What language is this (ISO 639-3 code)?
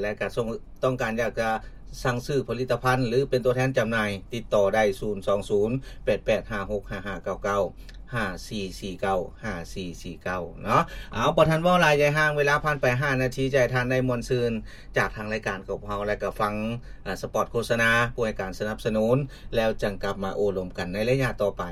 lao